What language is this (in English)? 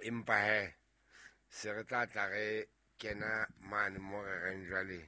Southern Sotho